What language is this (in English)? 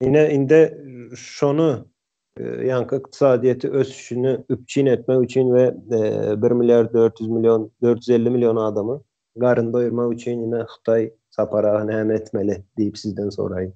Turkmen